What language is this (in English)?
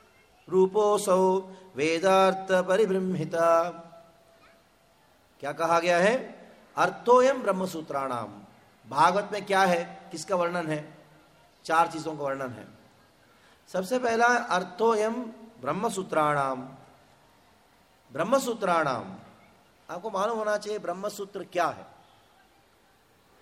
Hindi